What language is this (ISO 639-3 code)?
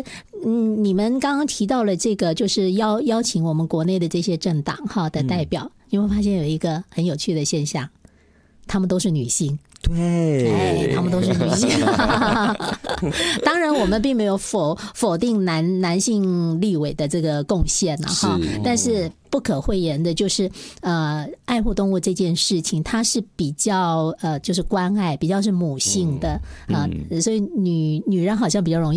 zho